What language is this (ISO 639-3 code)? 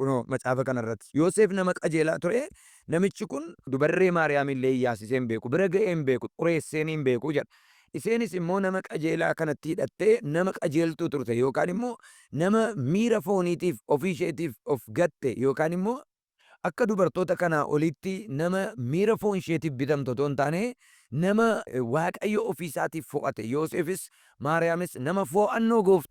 orm